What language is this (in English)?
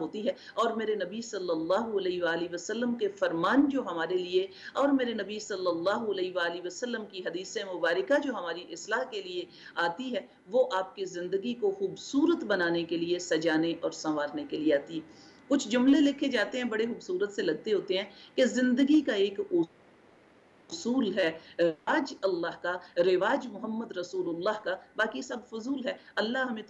Urdu